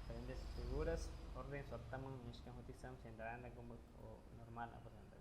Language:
Aguaruna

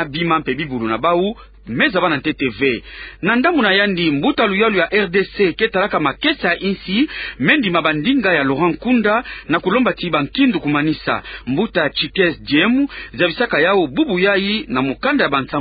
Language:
Kituba (Democratic Republic of Congo)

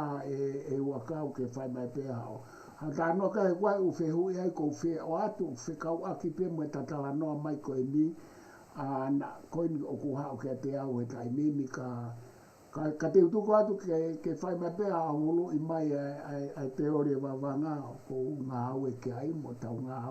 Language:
Tongan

